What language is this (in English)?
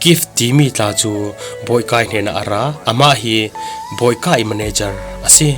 Falam Chin